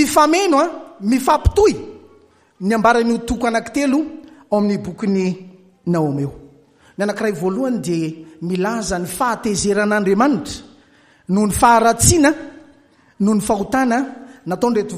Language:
Malagasy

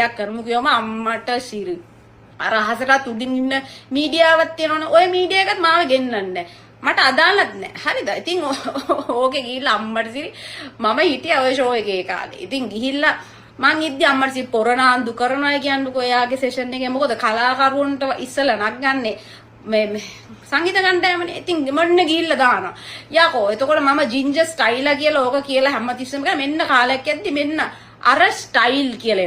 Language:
Sinhala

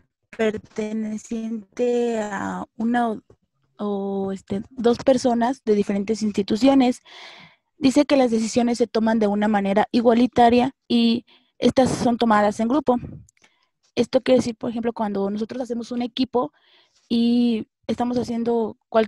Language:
Spanish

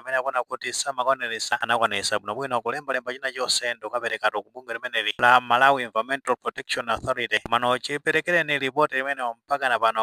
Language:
Nyanja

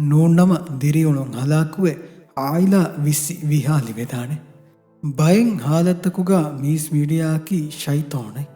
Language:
Divehi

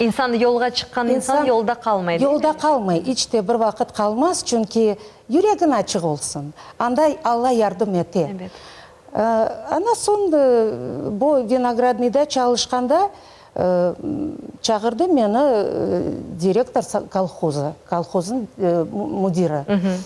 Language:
Crimean Tatar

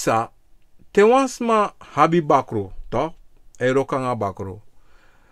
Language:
Sranan Tongo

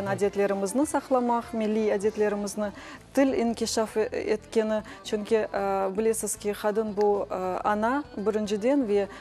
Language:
Crimean Tatar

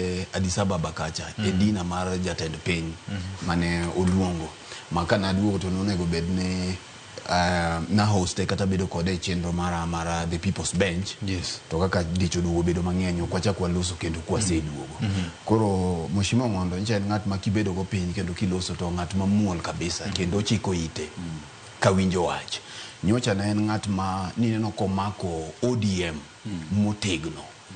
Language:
Luo (Kenya and Tanzania)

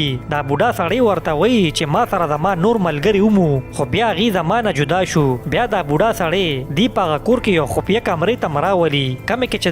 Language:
Pashto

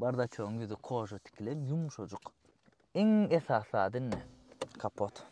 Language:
Turkmen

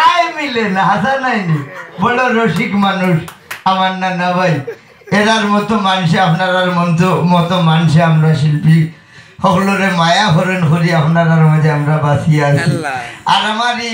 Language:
Sylheti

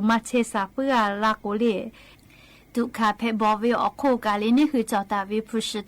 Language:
Lahu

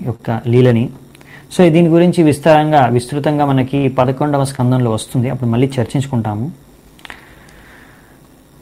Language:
Telugu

